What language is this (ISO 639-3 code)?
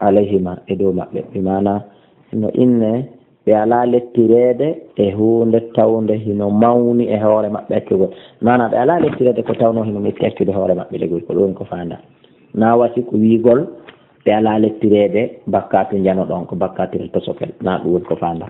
ful